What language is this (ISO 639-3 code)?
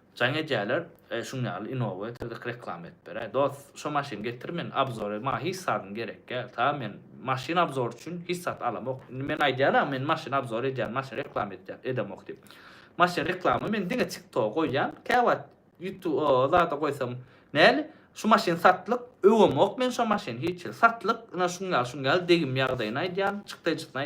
tuk